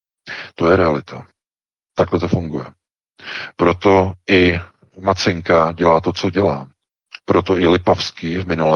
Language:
Czech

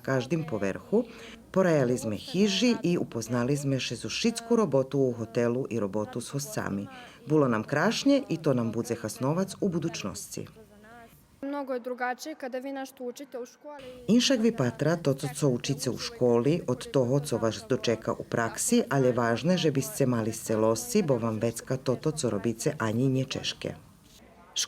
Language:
Rusyn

